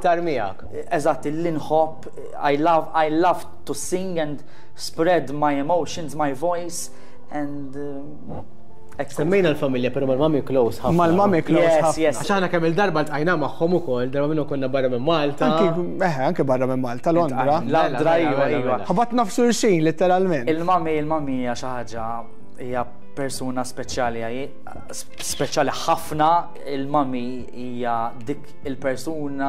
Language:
Maltese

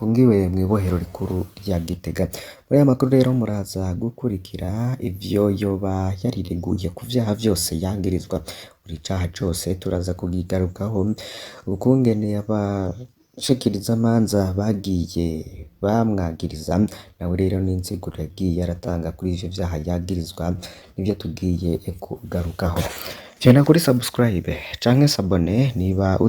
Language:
Rundi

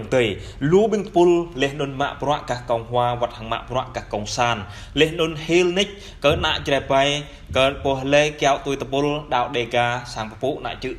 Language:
Jarai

